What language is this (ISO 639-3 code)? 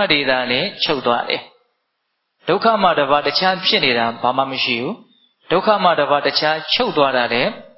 mya